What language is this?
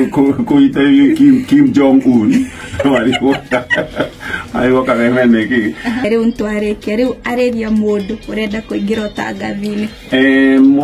Kikuyu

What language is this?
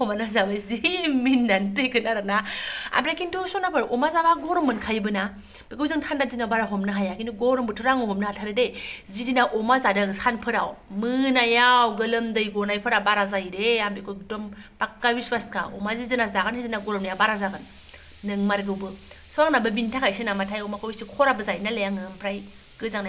Bodo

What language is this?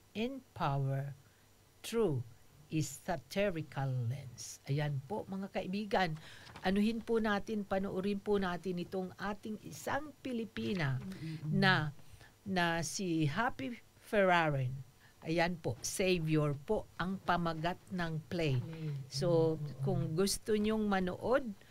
Filipino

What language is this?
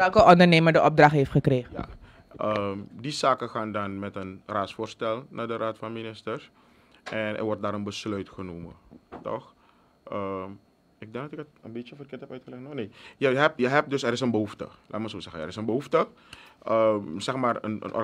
Dutch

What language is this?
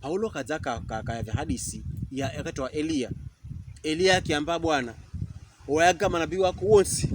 Pokomo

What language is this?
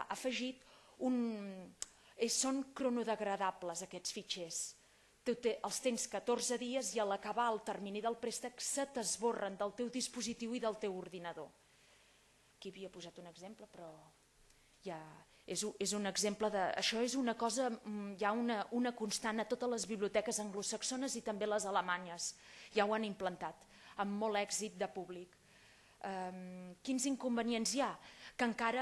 Catalan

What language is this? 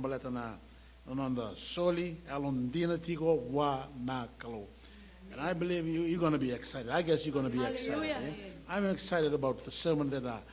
Fijian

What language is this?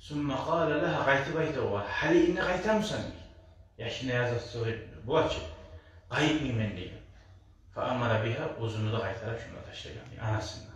Kumyk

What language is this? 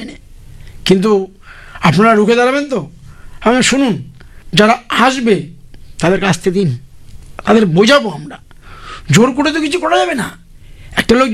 Bangla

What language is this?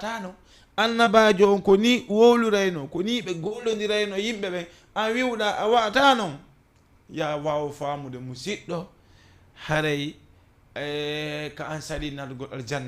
Fula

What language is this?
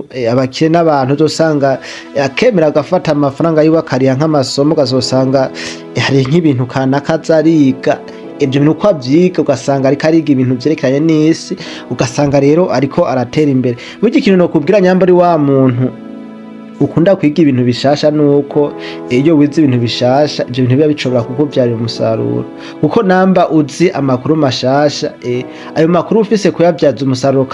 Rundi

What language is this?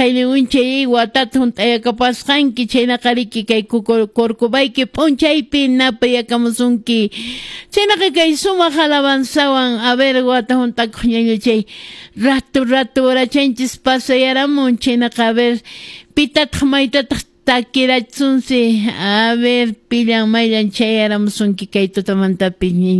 Quechua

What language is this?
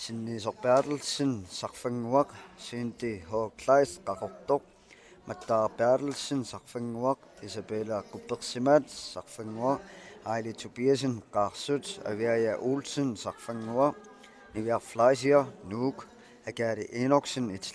Kalaallisut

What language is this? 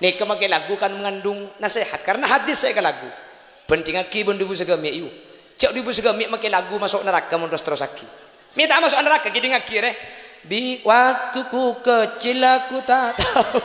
Madurese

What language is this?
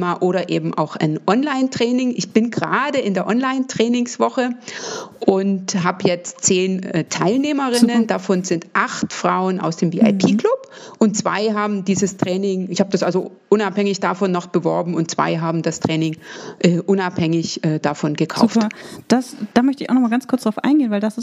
German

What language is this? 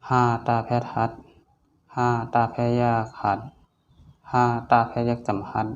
Shan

